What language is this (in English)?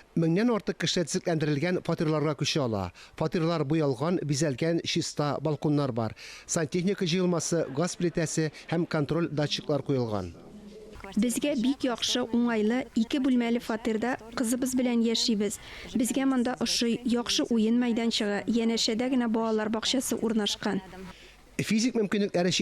Tatar